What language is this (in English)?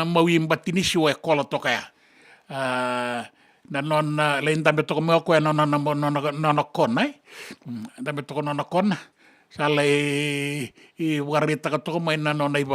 Fijian